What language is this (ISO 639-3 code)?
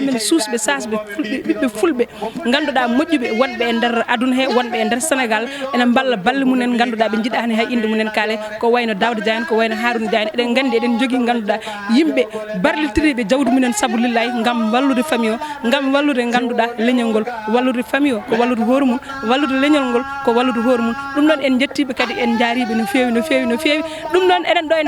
ful